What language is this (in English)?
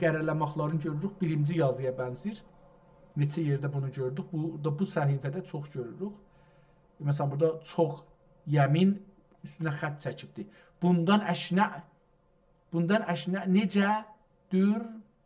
South Azerbaijani